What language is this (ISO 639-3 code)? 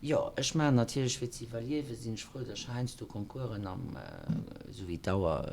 ltz